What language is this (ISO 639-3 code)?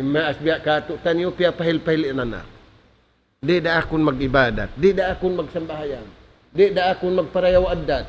tsg